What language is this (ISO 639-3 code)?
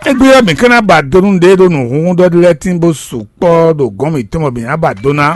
fon